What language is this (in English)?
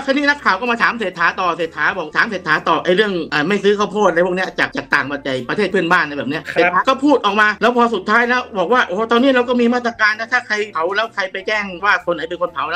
Thai